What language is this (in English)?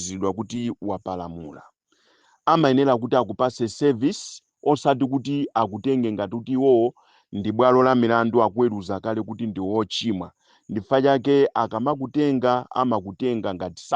Nyanja